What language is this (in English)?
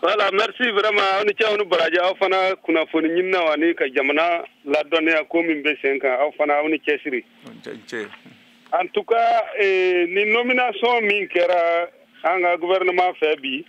Bambara